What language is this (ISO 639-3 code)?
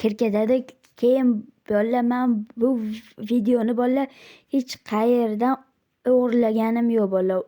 uzb